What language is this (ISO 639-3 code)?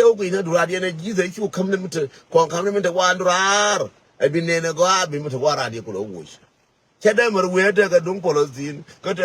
nus